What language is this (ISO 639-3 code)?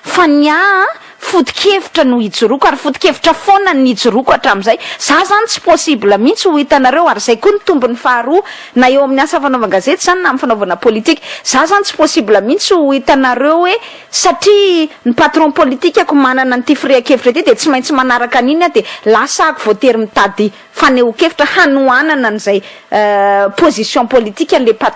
mlg